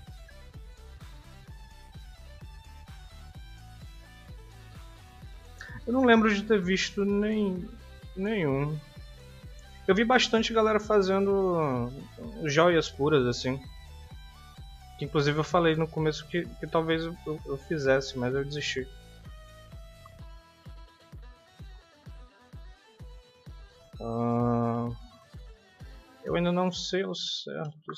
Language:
Portuguese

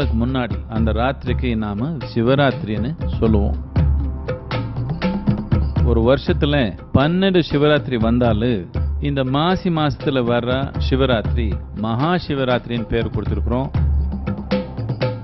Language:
Tamil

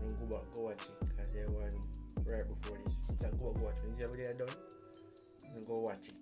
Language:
Jamaican Creole English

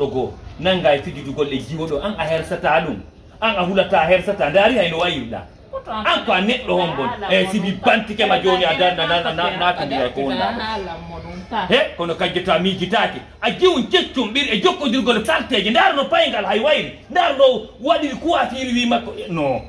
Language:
Fula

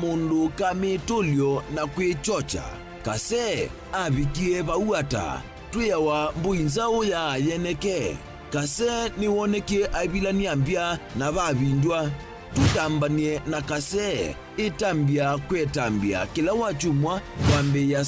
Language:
Kamba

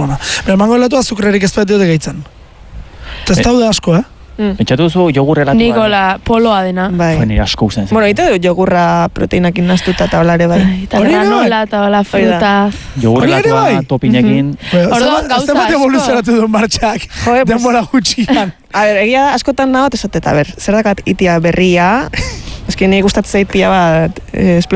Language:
Basque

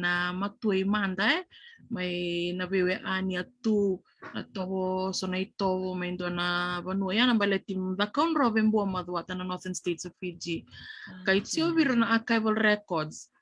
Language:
Fijian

